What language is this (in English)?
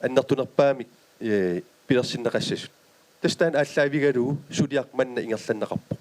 Kalaallisut